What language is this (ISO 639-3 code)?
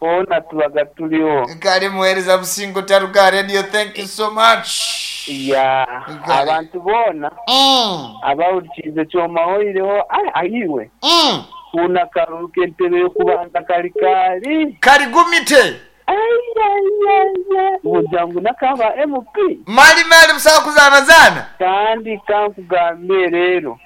nyn